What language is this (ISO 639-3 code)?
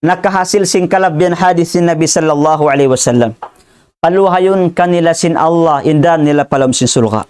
tsg